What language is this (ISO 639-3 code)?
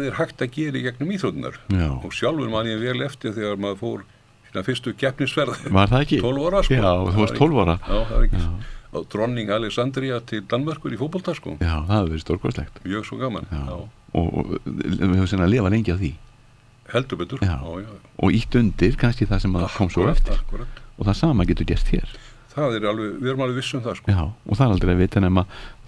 isl